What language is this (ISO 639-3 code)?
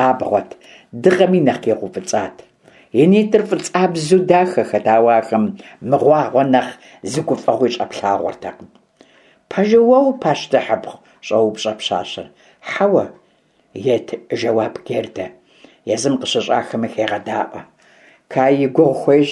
kbd